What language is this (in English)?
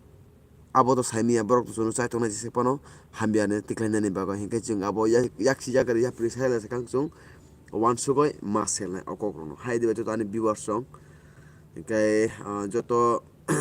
Kok Borok